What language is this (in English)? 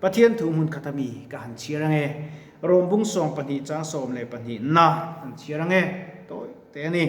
Mizo